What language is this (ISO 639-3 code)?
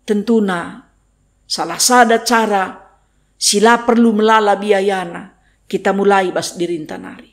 btx